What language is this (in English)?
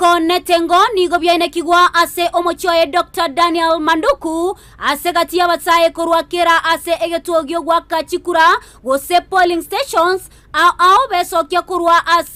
Gusii